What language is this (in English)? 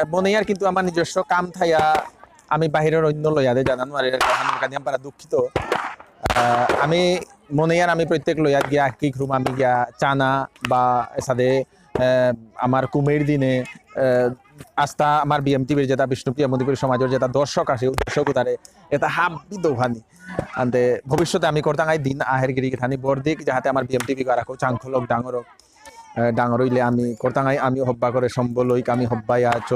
Bishnupriya